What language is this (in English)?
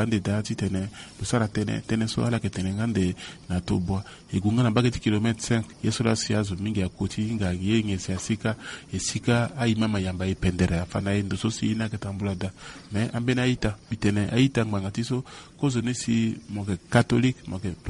Sango